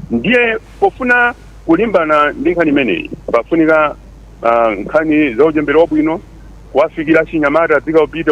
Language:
Nyanja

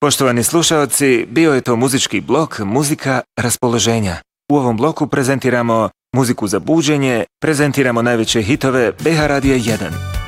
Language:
Bosnian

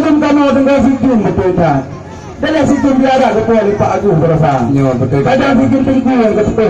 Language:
Achinese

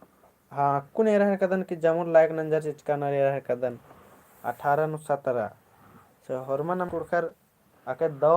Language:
Kurukh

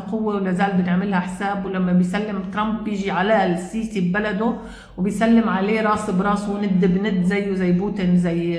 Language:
Egyptian Arabic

